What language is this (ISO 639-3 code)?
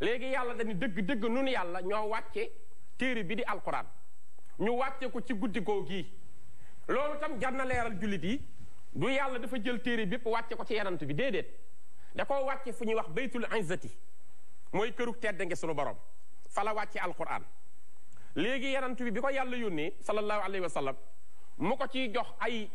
wol